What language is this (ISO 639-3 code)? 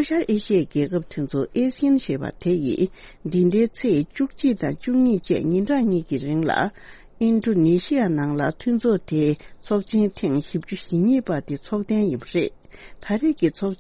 bod